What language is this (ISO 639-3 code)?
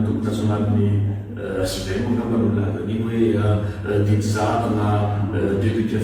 mlg